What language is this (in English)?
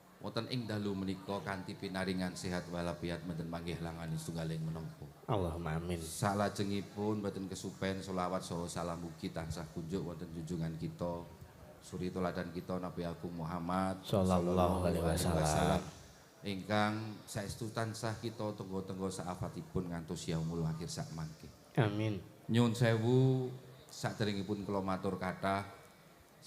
Javanese